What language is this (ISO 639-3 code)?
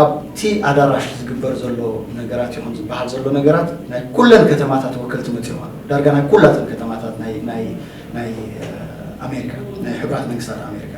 tir